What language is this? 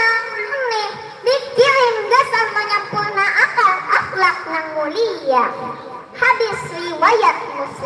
Banjar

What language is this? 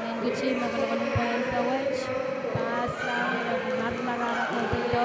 Pohnpeian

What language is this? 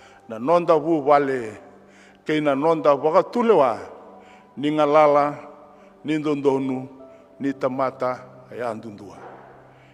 Fijian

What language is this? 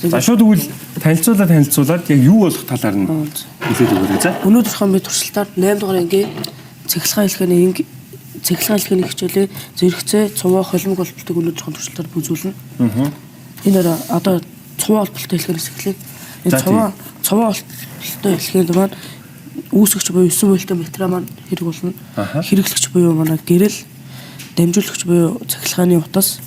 Mongolian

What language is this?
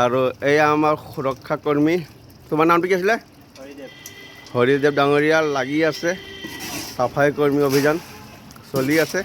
Assamese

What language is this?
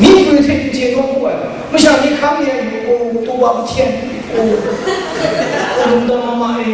Kachin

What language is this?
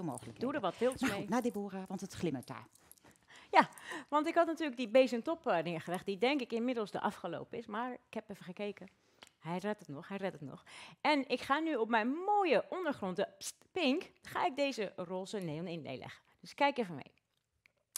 Dutch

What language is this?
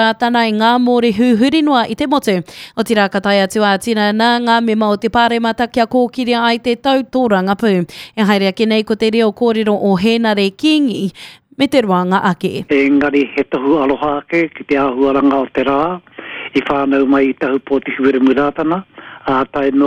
Māori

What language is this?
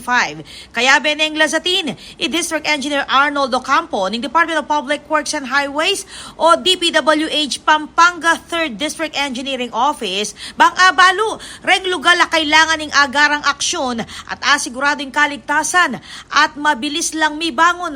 Pampanga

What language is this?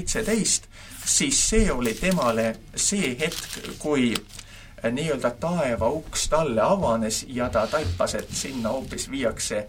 Estonian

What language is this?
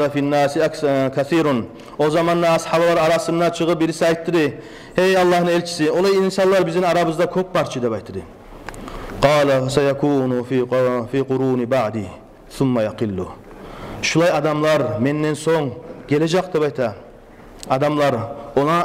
Kumyk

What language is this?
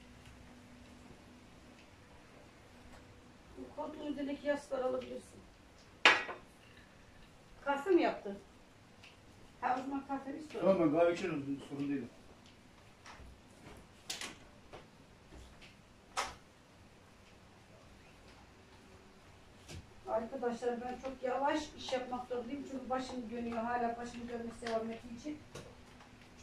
Turkish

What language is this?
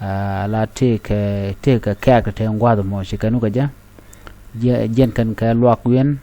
Nuer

